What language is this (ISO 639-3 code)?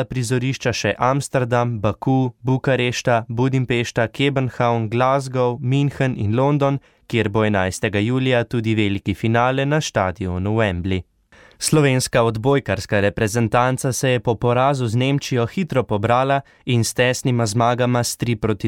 slv